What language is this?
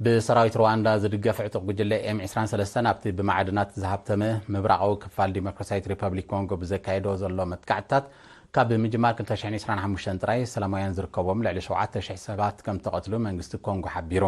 Tigrinya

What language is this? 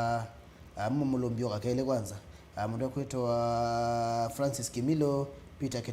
Kamba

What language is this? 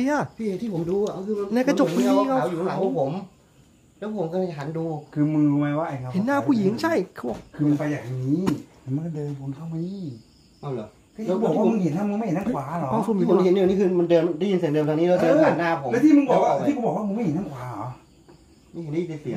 Thai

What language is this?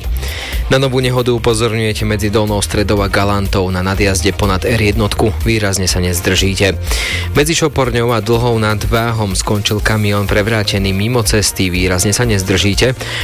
Slovak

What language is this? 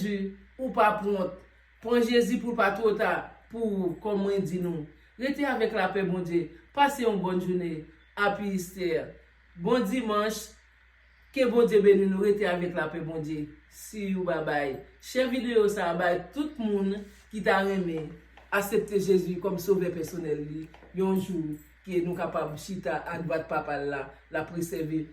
Haitian Creole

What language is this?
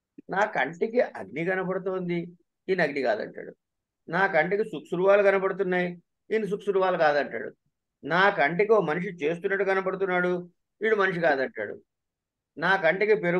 Telugu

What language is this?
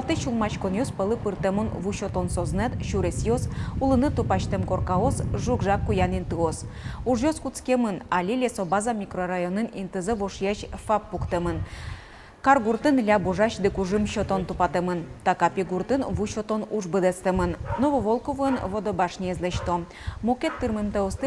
Udmurt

